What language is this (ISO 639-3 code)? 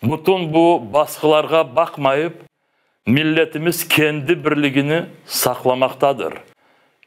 crh